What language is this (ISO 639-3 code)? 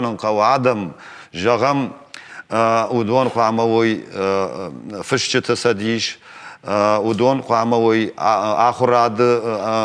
oss